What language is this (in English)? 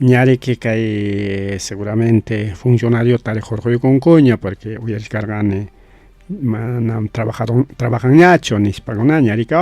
Ayacucho Quechua